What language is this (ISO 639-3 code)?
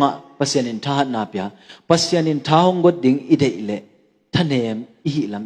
ctd